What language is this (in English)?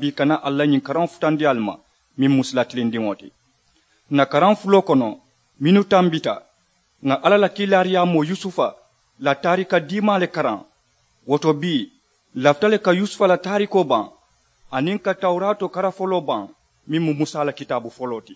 Mandingo